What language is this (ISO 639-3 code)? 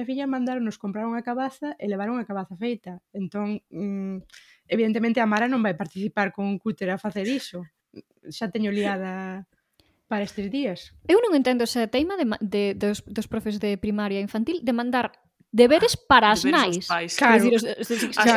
glg